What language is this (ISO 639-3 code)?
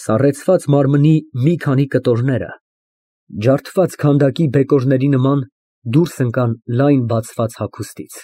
hye